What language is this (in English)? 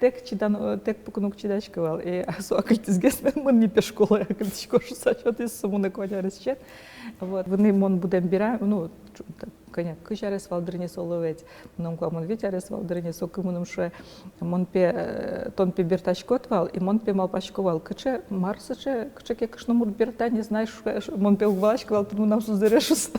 Udmurt